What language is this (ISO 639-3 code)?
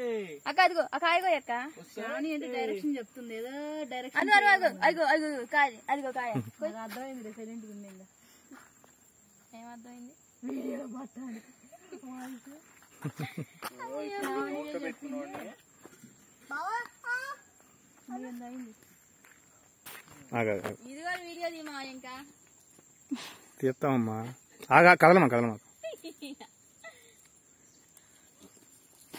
tel